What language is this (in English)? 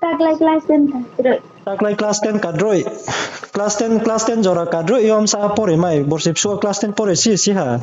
Riang (India)